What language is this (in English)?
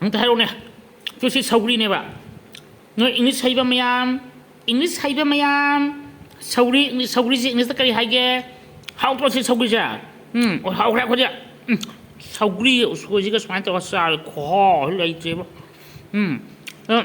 Manipuri